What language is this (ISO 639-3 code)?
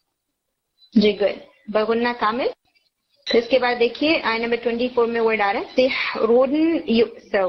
urd